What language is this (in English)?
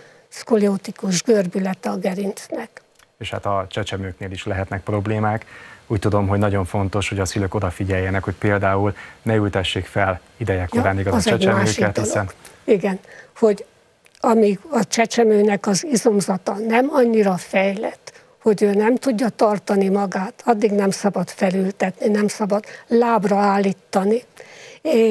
Hungarian